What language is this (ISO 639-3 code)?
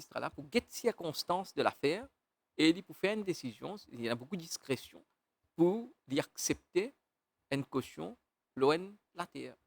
mfe